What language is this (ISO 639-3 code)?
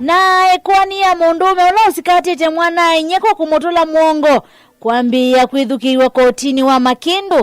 kam